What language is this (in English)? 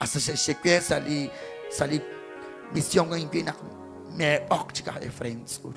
Kekchí